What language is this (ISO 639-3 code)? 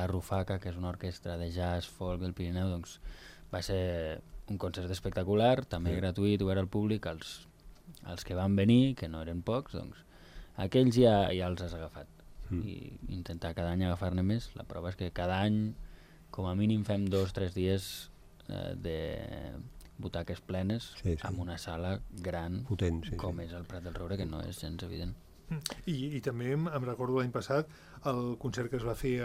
cat